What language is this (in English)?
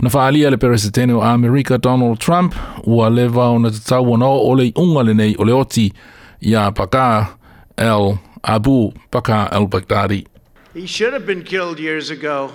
Samoan